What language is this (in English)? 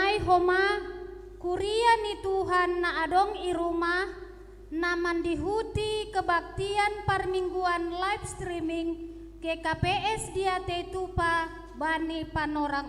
Batak Simalungun